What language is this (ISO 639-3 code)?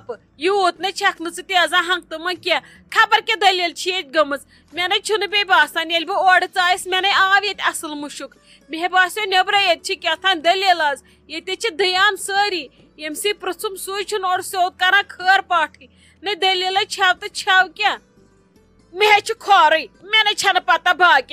kas